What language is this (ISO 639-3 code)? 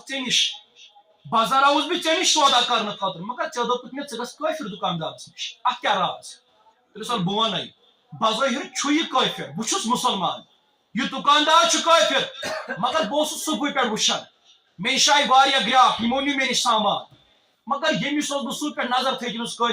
kas